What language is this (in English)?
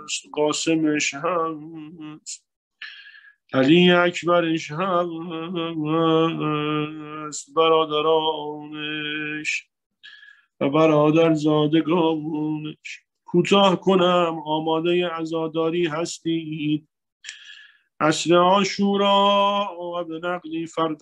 Persian